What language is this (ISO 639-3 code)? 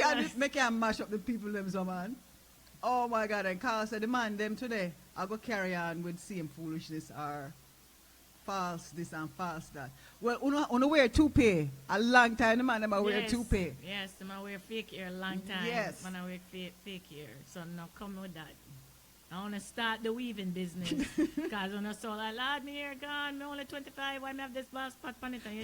jam